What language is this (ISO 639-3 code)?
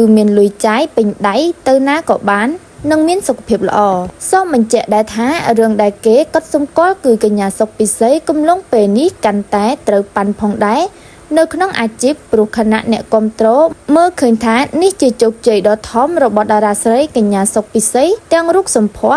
khm